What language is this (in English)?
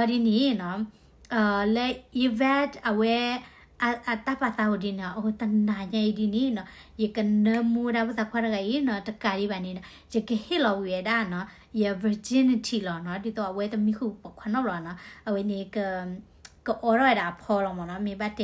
S'gaw Karen